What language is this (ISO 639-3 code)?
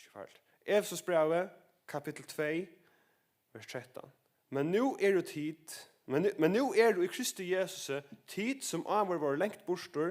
fao